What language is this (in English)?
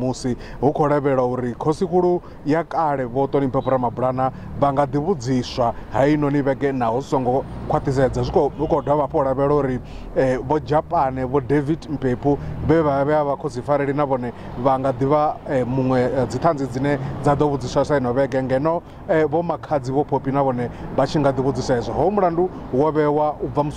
Venda